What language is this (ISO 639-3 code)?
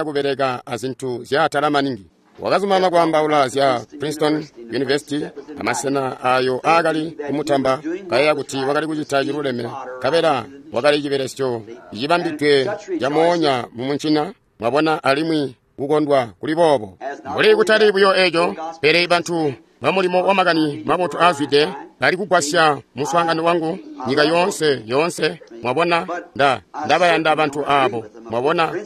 toi